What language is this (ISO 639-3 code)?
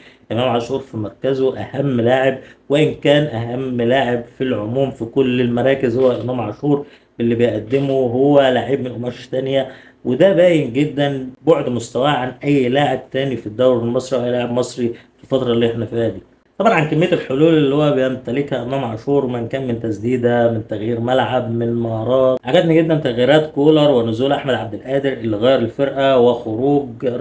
arz